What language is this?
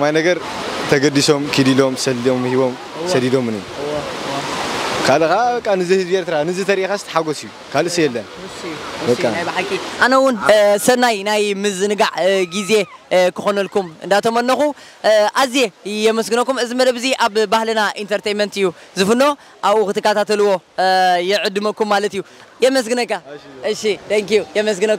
Tigrinya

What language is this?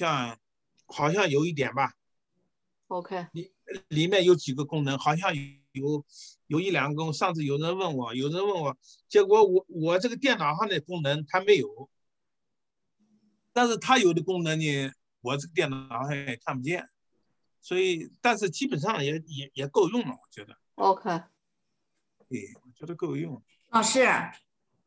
Chinese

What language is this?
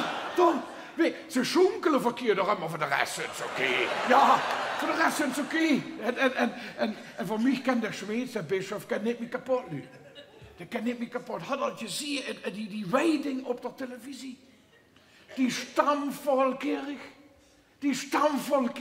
Limburgish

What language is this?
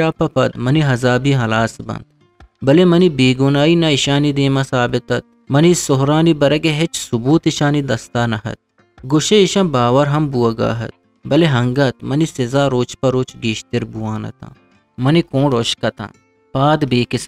Eastern Balochi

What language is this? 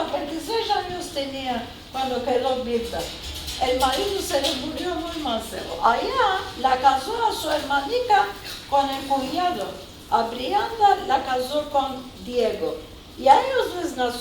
Ladino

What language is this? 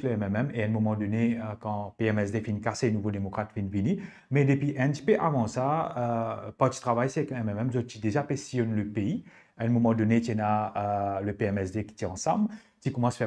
Morisyen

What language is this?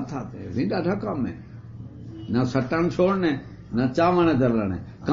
Saraiki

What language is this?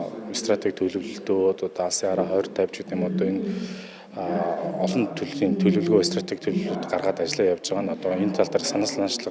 Mongolian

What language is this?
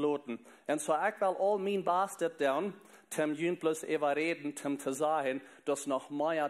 Plautdietsch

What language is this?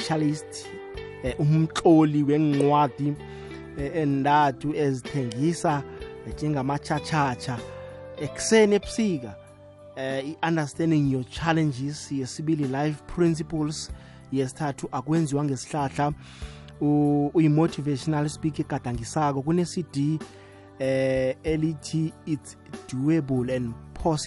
South Ndebele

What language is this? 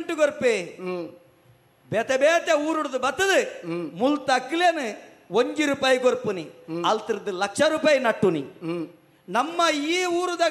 Tulu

